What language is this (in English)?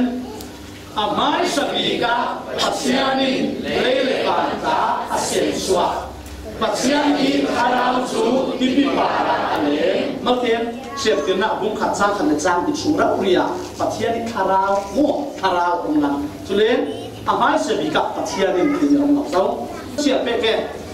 Falam Chin